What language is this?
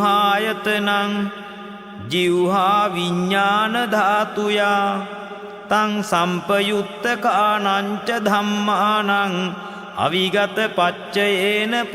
Pali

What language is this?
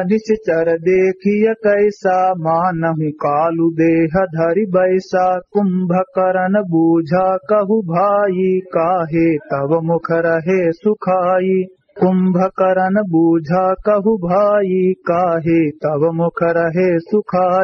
Awadhi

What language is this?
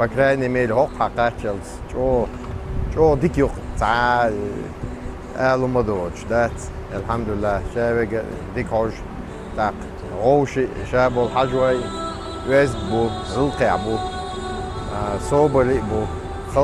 Ingush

